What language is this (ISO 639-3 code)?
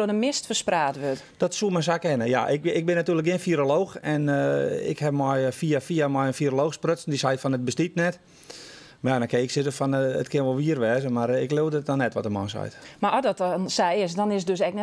fry